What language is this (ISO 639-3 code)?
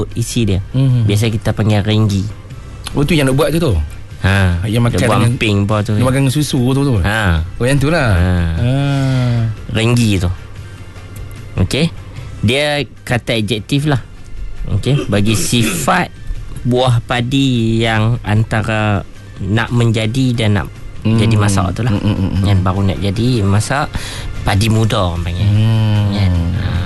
msa